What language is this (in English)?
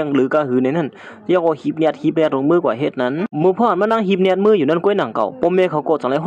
Shan